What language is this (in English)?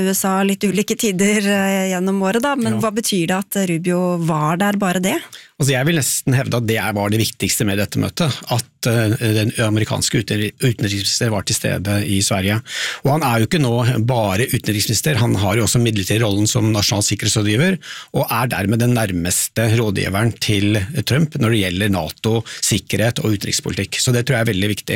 Norwegian